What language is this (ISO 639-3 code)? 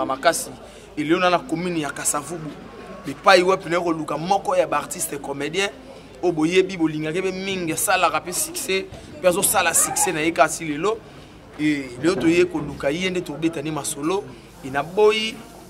lin